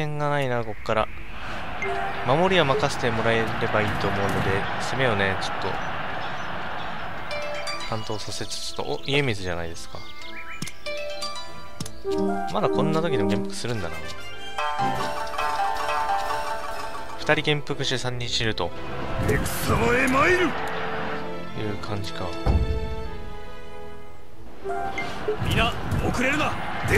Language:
Japanese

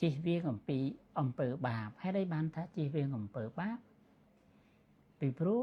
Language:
Khmer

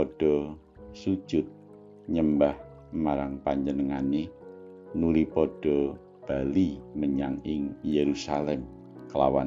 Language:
Javanese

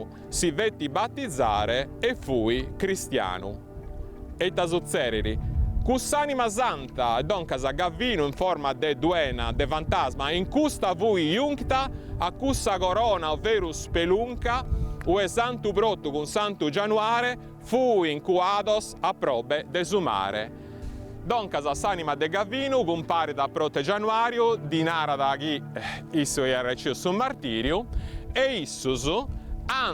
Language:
Sardinian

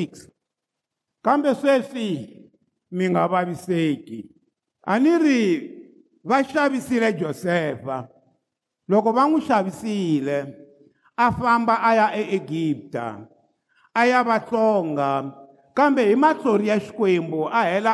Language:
Tsonga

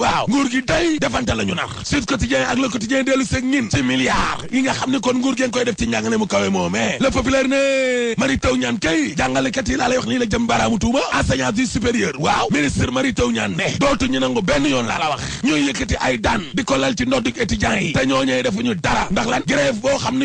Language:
Wolof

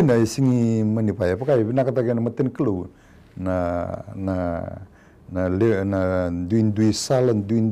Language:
Fijian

